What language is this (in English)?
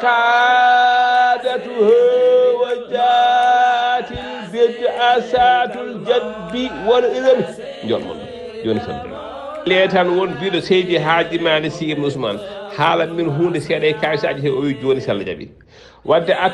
Fula